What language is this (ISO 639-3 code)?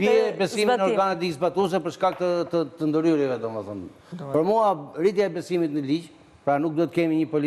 sqi